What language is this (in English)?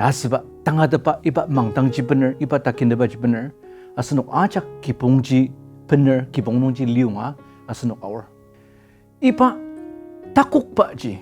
Ao Naga